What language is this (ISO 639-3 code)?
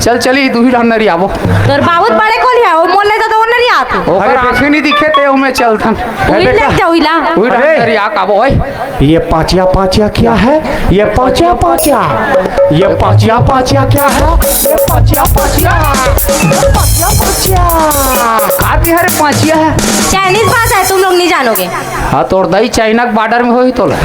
hne